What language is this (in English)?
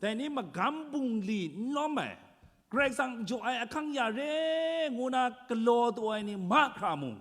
Kachin